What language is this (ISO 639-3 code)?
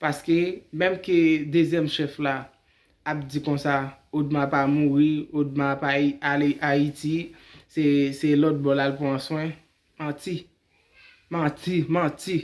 hat